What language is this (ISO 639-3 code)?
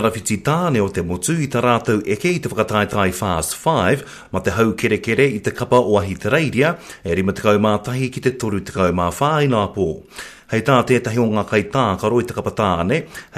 mri